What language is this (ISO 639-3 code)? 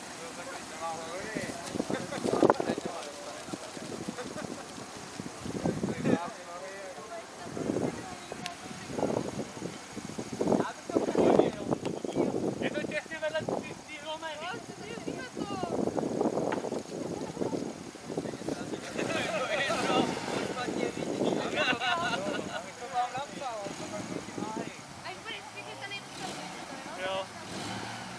ces